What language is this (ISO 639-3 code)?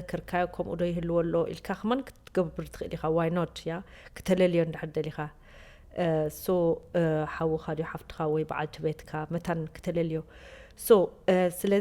tir